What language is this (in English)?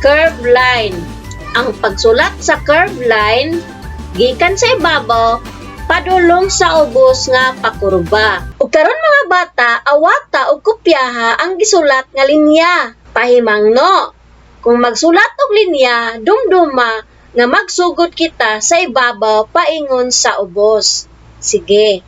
Cebuano